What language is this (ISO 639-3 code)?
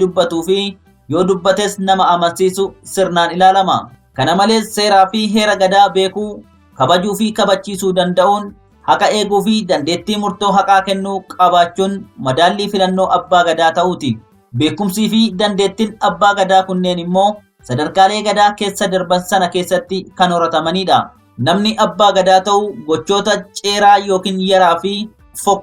orm